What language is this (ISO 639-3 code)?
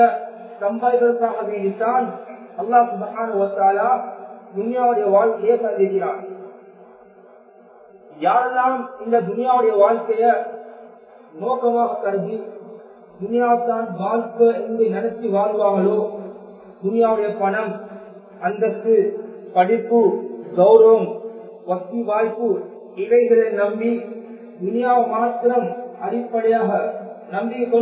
tam